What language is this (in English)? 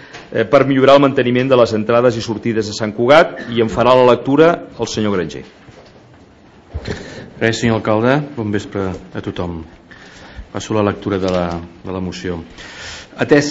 Catalan